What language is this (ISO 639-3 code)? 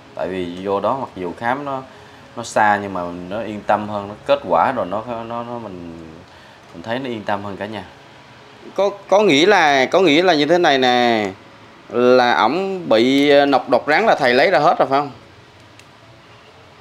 vie